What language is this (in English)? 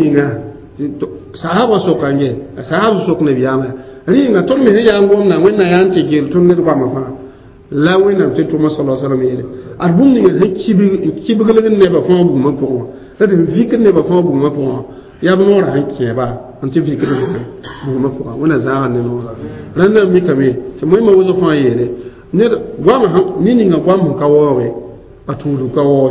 Mossi